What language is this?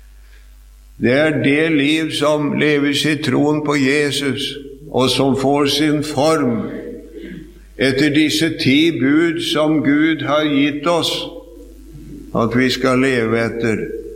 Norwegian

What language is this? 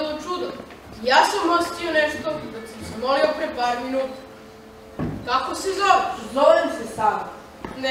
Serbian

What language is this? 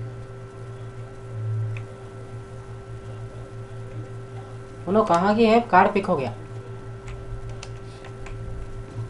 Hindi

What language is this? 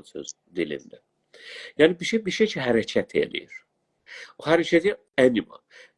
South Azerbaijani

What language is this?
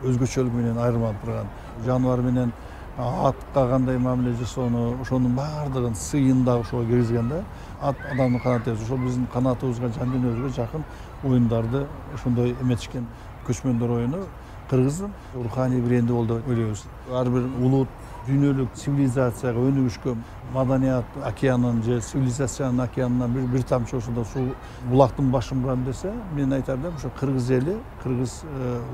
Kyrgyz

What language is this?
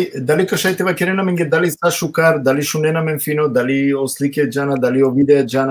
Balkan Romani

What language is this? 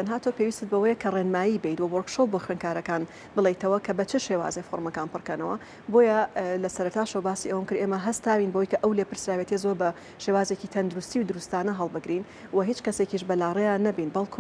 Central Kurdish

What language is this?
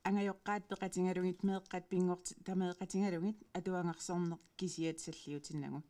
Kalaallisut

